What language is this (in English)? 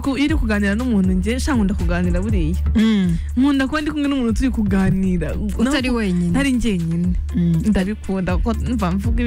Kinyarwanda